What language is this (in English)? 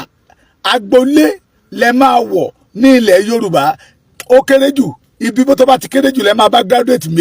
Yoruba